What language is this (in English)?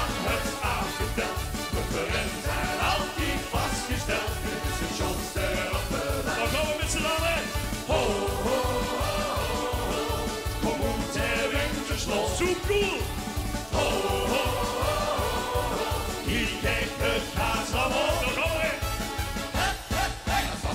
Limburgish